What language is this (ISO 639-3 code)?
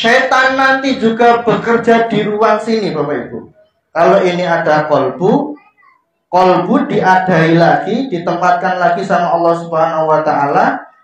ind